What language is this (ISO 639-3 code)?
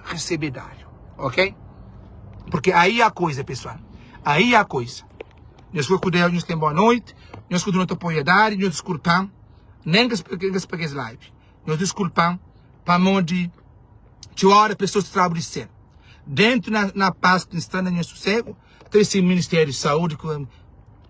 kea